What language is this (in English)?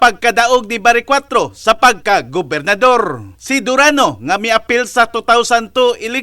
Cebuano